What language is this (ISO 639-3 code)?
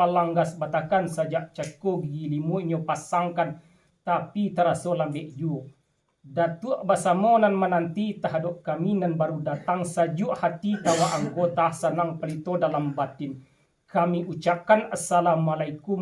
min